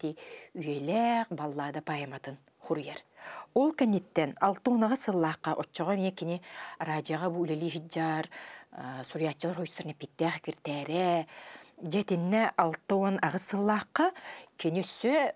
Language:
Yakut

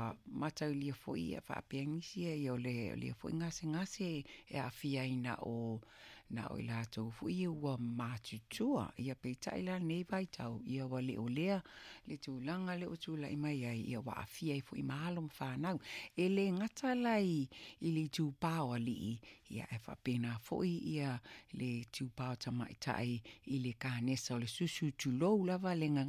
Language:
Samoan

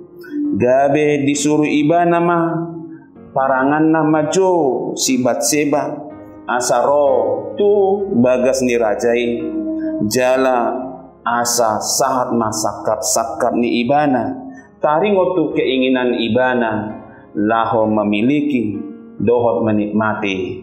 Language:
Batak Toba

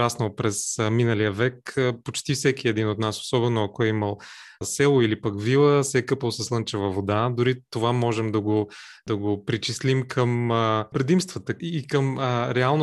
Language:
Bulgarian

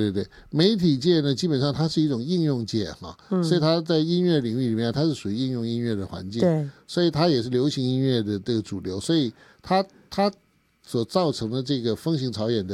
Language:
Chinese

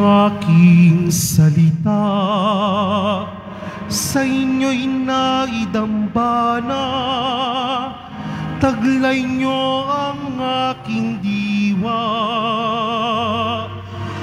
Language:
Filipino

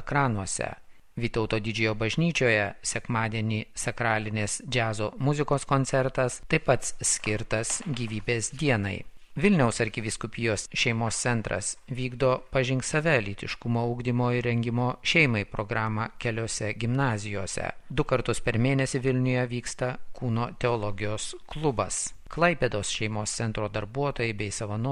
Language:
Lithuanian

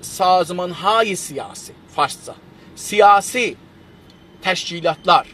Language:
South Azerbaijani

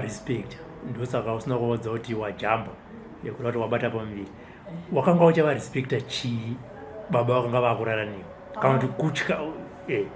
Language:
Shona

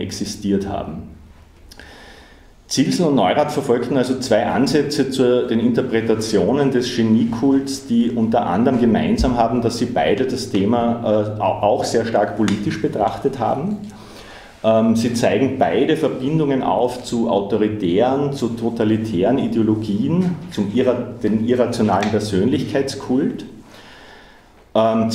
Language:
German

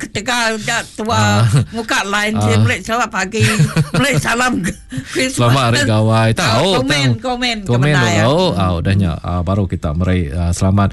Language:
Iban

